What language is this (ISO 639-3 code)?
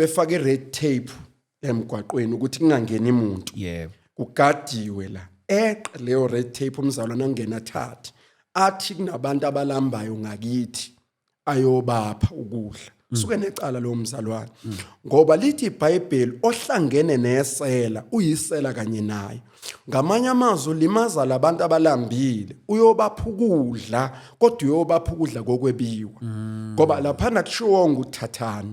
zul